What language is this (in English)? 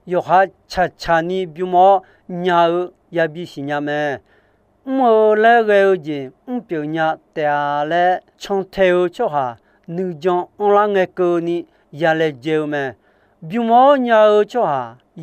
Akha